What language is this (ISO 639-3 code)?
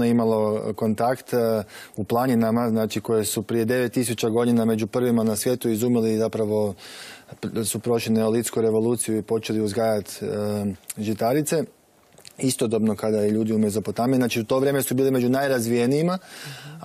hrv